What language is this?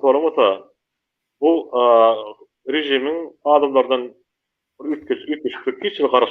Turkmen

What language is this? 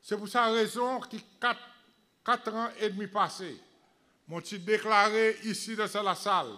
Seselwa Creole French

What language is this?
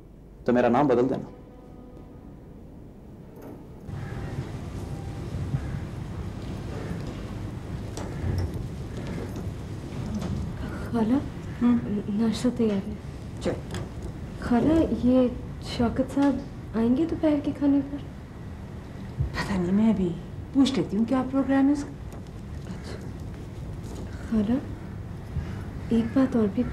Hindi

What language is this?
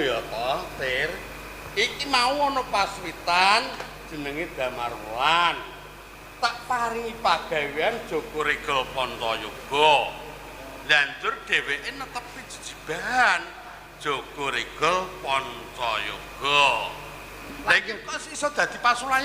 Javanese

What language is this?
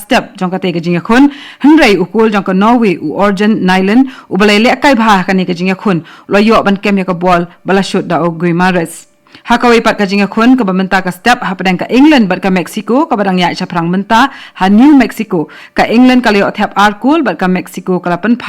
Khasi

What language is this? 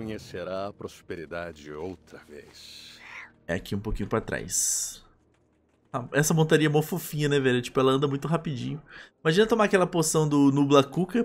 Portuguese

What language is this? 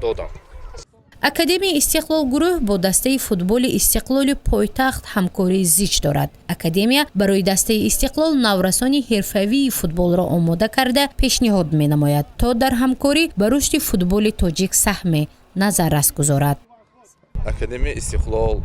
Tajik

